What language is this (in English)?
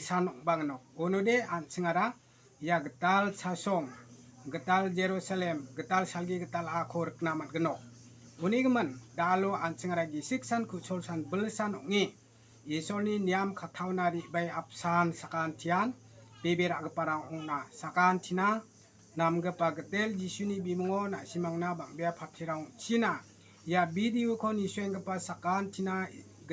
Garo